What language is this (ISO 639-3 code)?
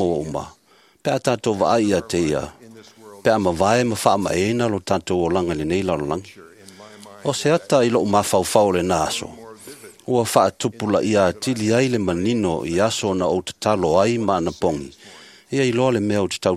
smo